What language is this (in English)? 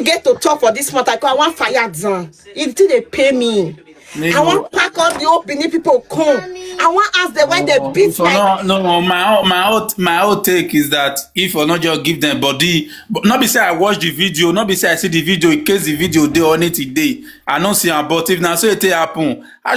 Nigerian Pidgin